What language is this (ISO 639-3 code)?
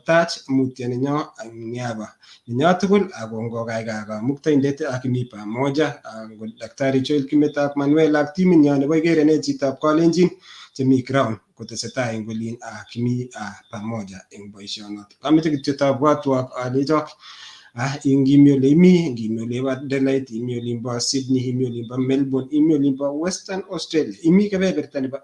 kln